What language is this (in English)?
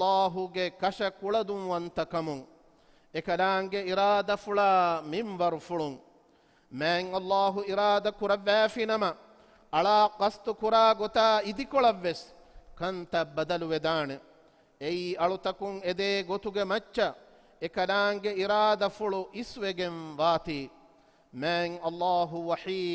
Divehi